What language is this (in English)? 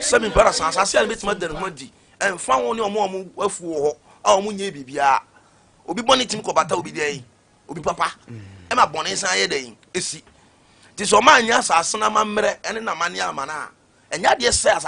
Akan